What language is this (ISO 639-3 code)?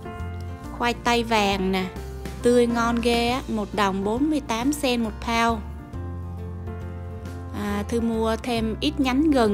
vie